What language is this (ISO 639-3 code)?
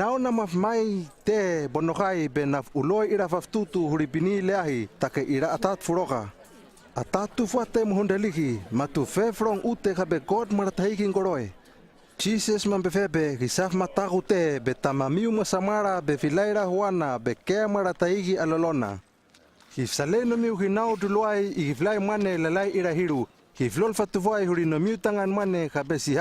lml